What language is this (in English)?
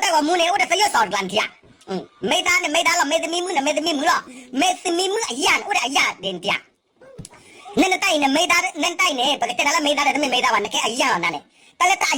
S'gaw Karen